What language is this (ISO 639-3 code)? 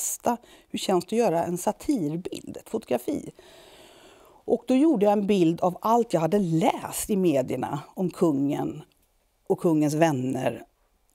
swe